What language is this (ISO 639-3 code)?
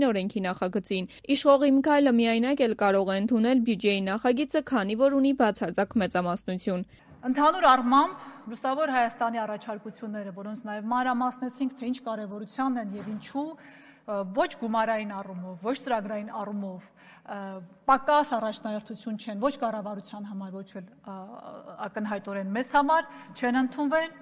hye